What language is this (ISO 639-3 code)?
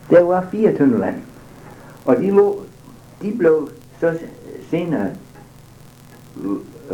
dan